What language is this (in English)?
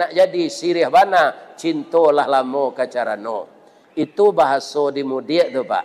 Minangkabau